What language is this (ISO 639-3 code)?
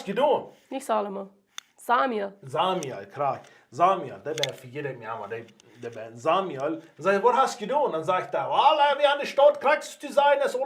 pdt